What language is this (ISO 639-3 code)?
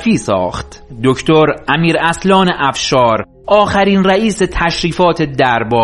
fas